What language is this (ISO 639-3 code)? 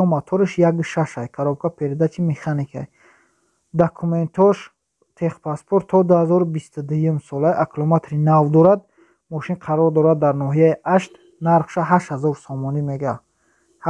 tgk